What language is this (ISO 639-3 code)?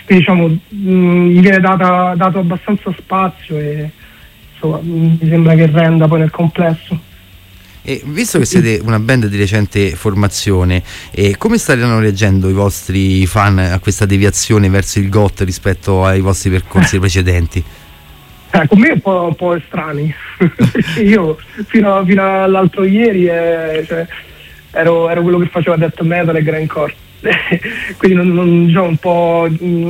ita